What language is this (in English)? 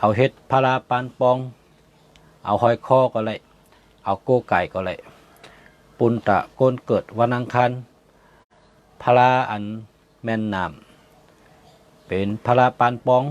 Shan